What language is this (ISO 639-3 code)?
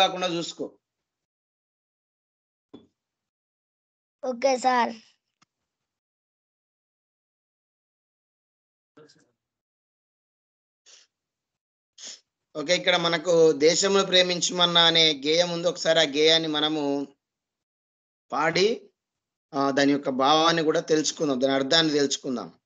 tel